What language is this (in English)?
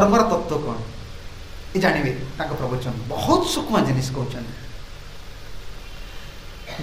Odia